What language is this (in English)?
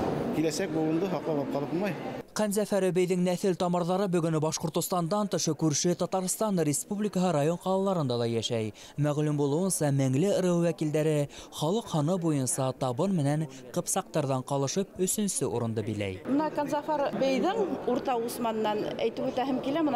Bashkir